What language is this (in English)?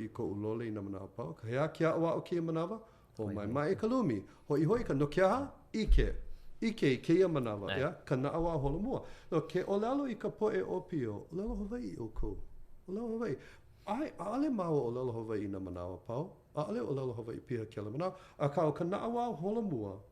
Hawaiian